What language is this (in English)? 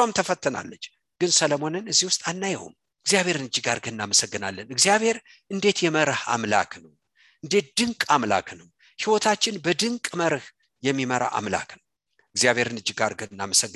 Amharic